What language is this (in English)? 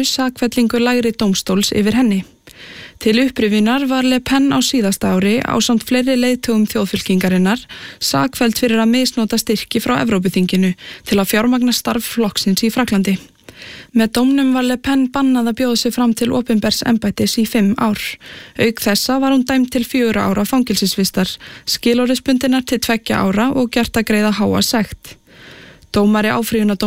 Icelandic